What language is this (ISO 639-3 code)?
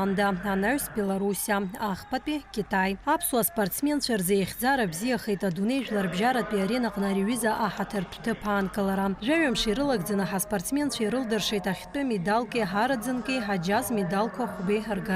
abk